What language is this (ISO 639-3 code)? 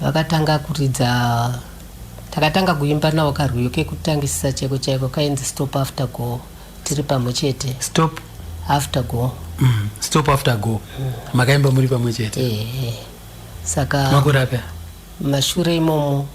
sna